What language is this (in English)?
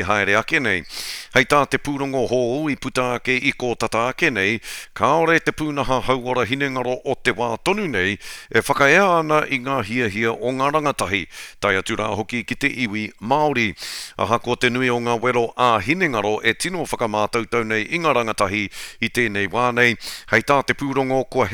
Māori